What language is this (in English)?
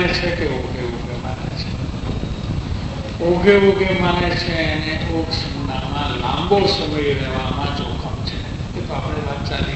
Gujarati